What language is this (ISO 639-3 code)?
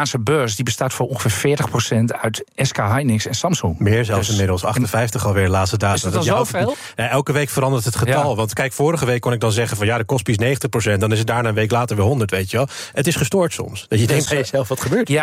nld